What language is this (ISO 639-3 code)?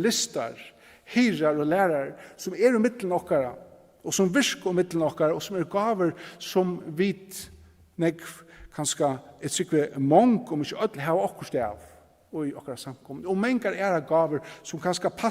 fao